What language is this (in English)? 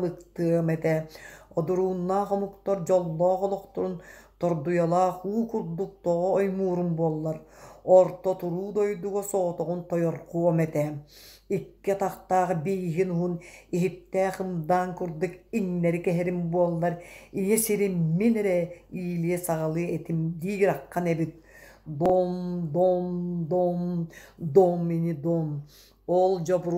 Yakut